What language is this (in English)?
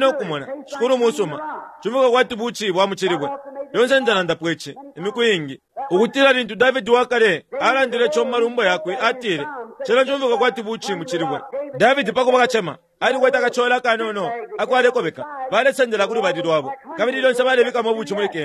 Bemba